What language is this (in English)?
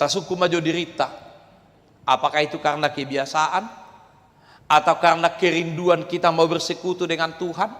Batak Toba